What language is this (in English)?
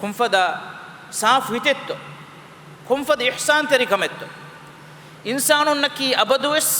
Divehi